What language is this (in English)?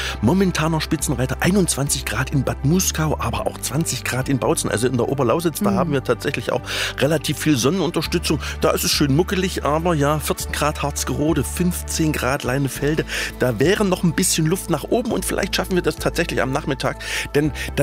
German